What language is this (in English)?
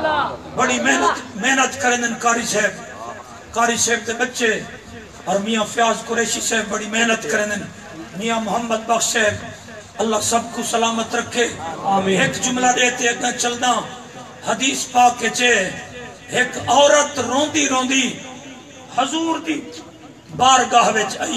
Saraiki